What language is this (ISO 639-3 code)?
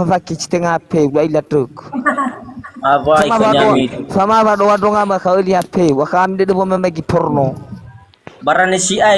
nia